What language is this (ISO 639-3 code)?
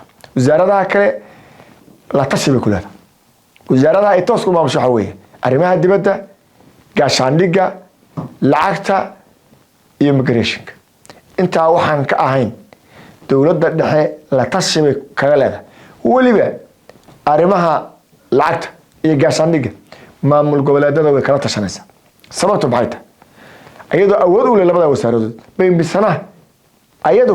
som